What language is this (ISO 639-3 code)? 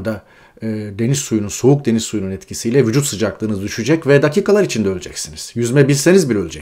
tur